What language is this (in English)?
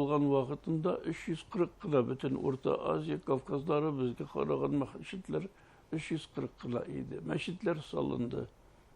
Bashkir